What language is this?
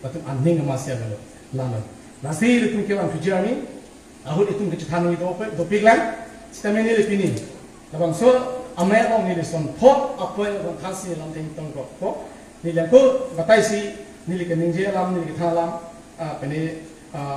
Karbi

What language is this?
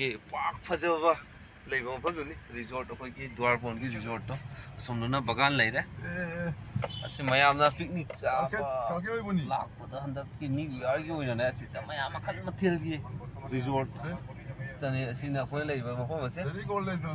Manipuri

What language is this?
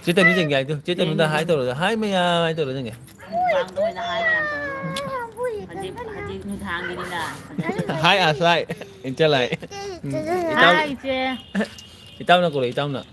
Manipuri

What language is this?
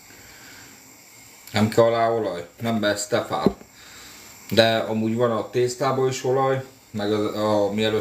Hungarian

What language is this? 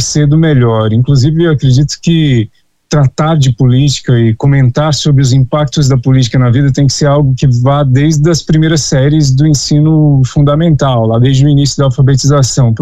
Portuguese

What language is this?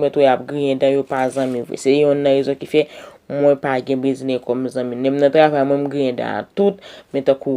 Haitian Creole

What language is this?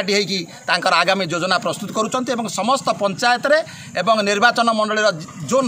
Odia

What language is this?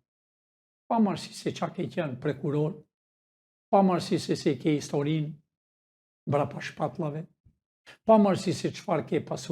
Albanian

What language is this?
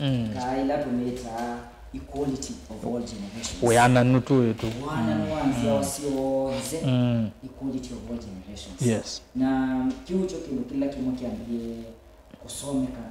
Kamba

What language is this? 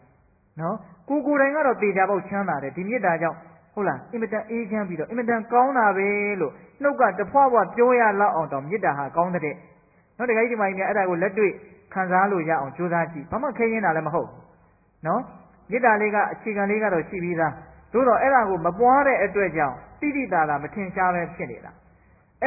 Burmese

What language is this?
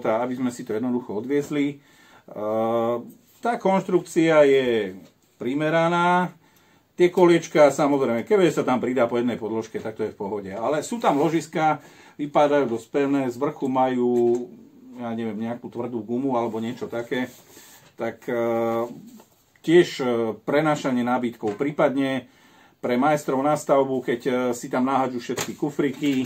Slovak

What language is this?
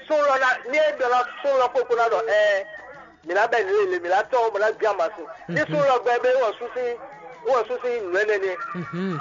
Fon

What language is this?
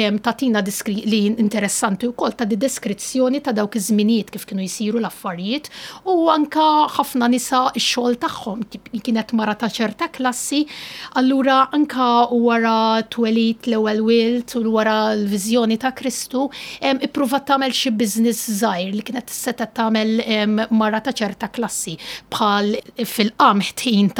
Maltese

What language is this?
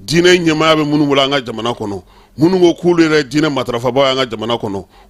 Bambara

